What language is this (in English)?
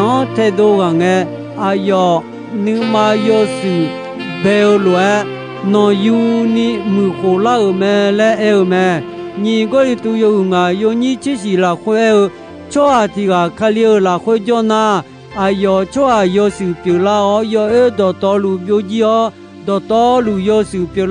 Akha